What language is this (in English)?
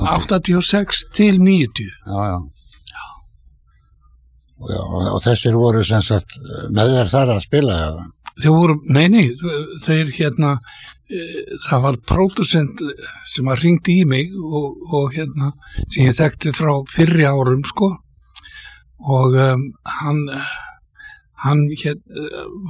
Icelandic